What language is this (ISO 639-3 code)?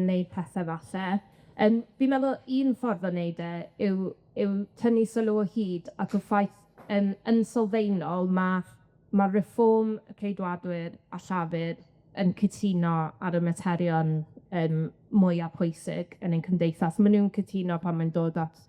cym